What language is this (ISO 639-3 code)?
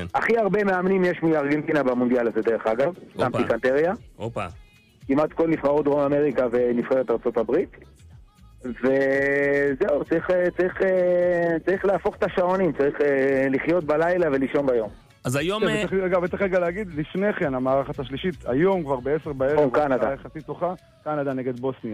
heb